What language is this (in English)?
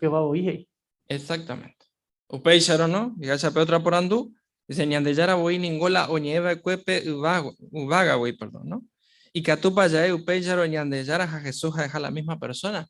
Guarani